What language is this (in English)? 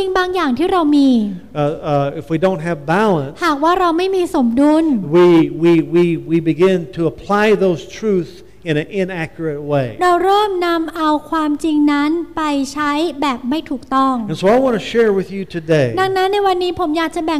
Thai